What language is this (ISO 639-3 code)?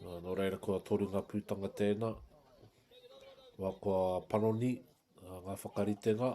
mri